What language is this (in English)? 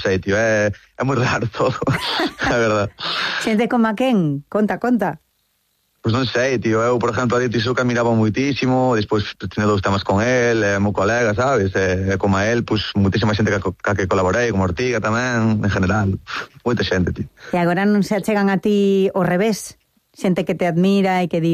Galician